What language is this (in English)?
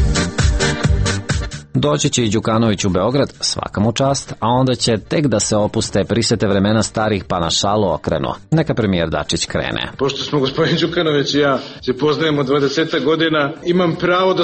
Serbian